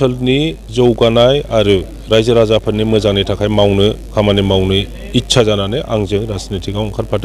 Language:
Bodo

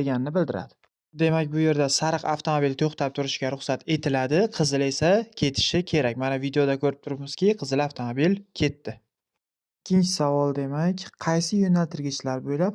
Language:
Uzbek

